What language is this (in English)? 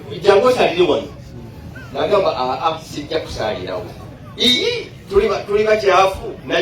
Ganda